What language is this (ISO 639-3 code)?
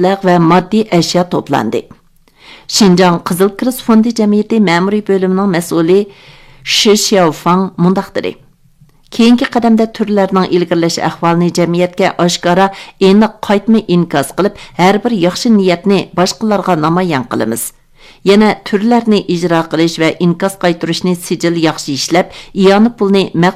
uig